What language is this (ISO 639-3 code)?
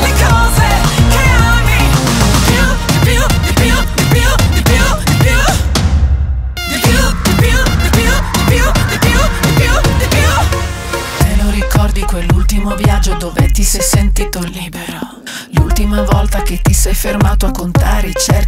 ita